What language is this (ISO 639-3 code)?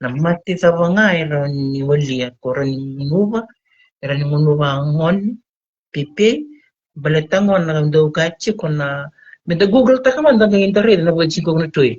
fij